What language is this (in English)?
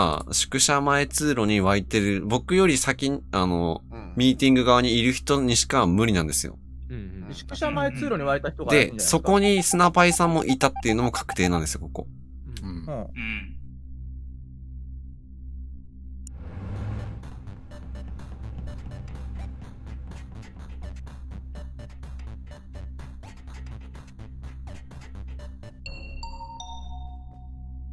Japanese